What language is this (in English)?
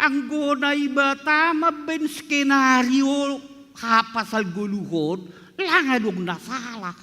Batak Simalungun